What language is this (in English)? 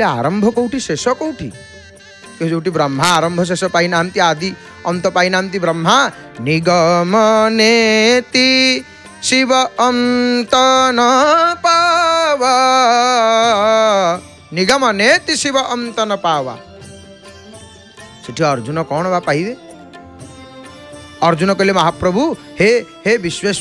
Odia